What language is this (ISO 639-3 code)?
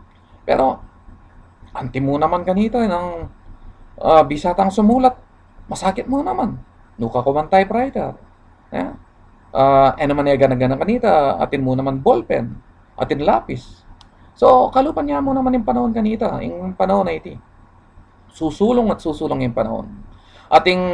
pam